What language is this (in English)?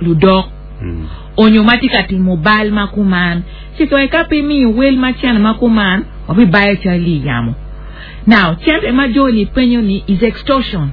Acoli